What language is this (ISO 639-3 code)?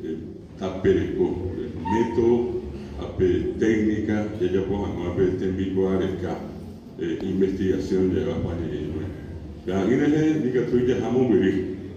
grn